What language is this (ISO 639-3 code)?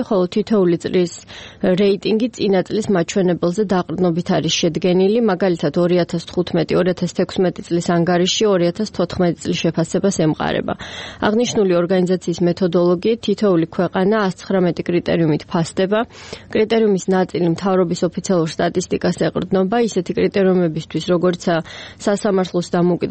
kat